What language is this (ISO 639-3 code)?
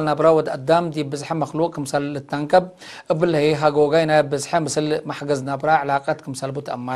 tig